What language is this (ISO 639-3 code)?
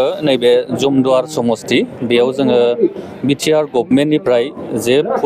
brx